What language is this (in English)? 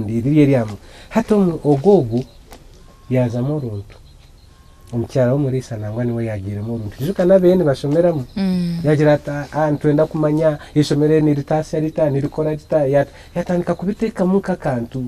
Nyankole